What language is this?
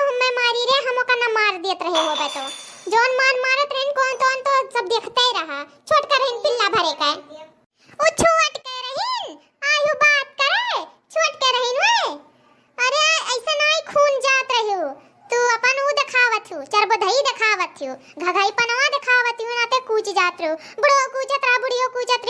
Awadhi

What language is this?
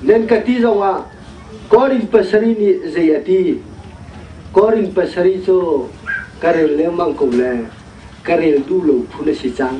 Hakha Chin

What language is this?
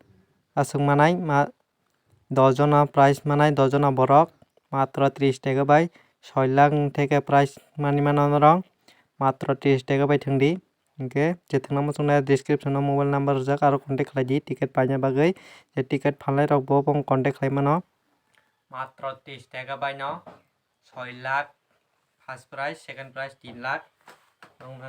Kok Borok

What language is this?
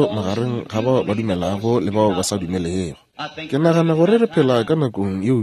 Northern Sotho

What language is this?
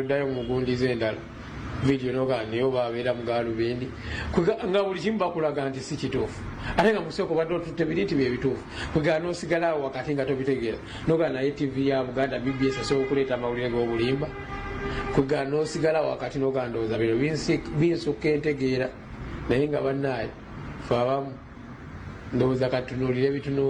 Ganda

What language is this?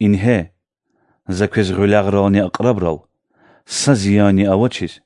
Lezghian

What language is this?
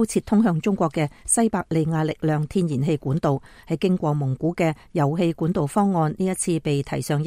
Cantonese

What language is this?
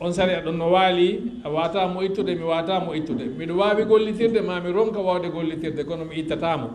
Fula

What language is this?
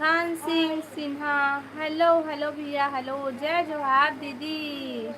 Chhattisgarhi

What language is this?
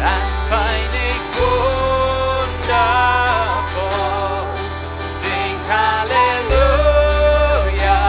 Plautdietsch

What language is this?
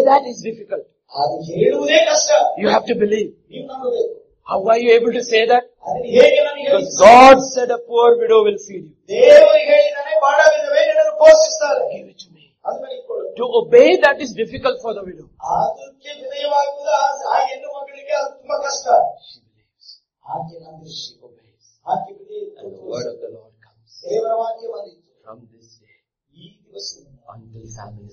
Kannada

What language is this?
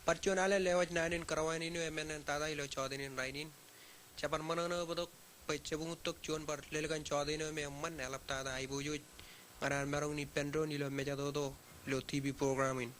Marshallese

